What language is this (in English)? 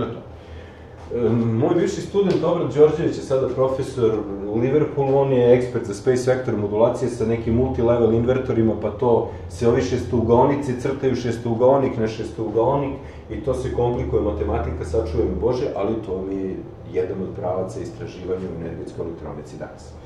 Serbian